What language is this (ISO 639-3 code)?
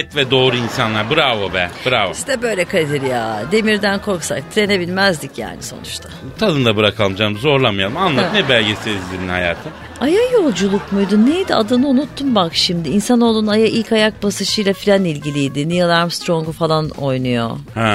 tur